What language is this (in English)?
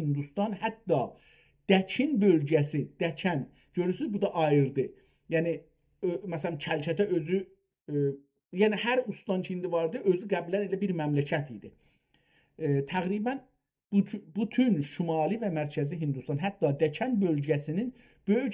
South Azerbaijani